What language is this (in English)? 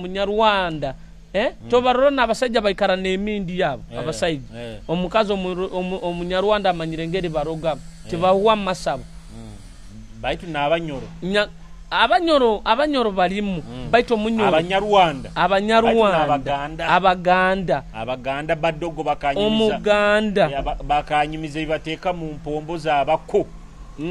Nyoro